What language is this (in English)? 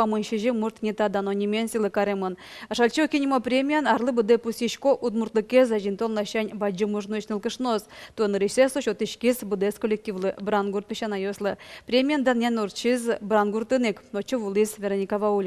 Udmurt